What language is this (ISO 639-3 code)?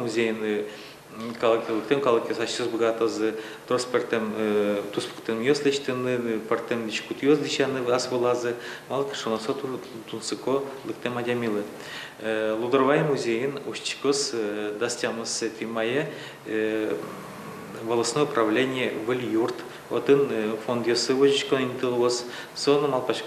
udm